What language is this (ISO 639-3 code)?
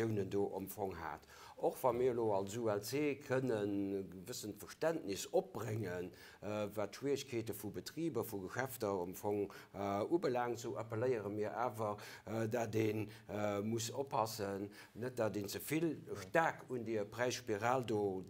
ltz